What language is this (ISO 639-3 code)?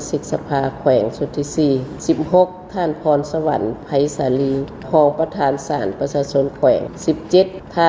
lao